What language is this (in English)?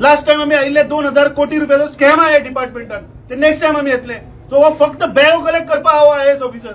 Konkani